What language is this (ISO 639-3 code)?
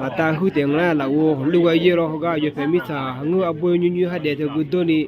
ahk